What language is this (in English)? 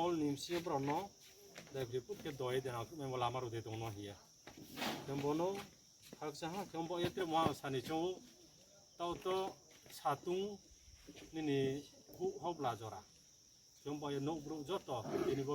Riang (India)